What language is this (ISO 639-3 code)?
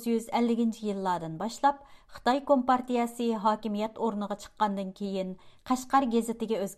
uig